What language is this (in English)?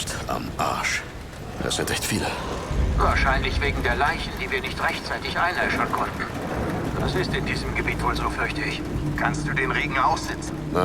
Swiss German